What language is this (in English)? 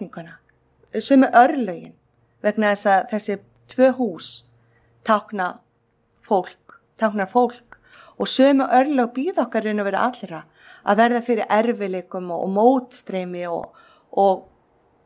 Icelandic